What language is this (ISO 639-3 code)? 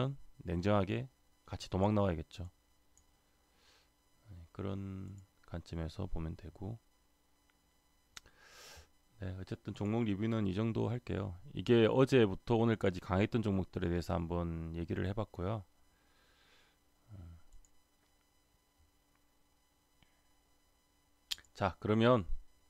kor